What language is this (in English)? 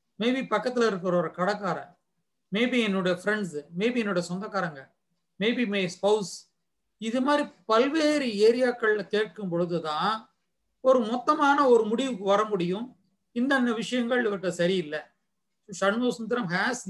Tamil